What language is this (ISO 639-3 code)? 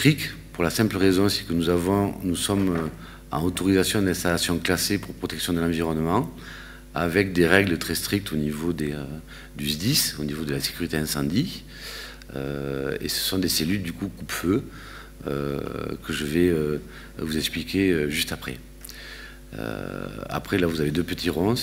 fra